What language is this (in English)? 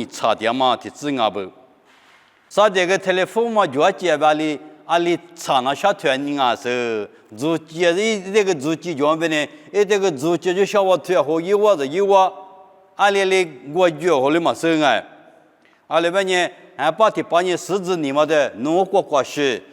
Lisu